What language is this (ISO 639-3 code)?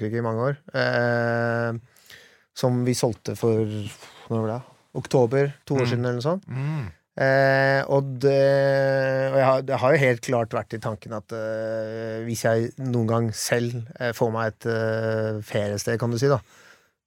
nor